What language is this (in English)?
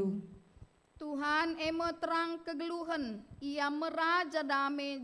Batak Karo